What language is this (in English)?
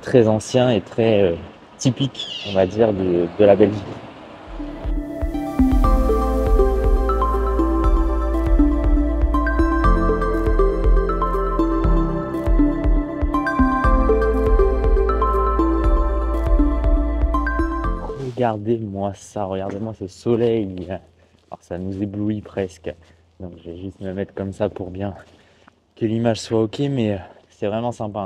French